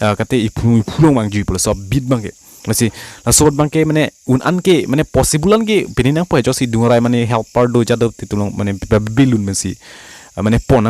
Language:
Karbi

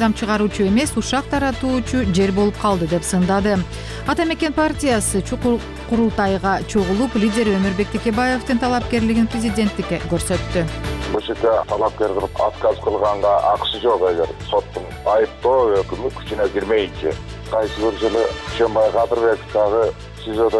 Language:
Kyrgyz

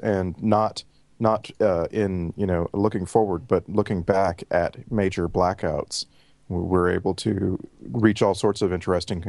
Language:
English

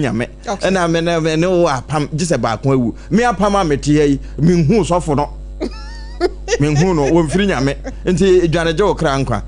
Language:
Akan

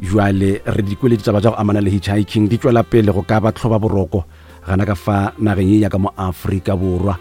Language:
Northern Sotho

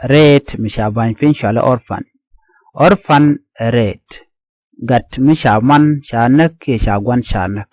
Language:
Nuer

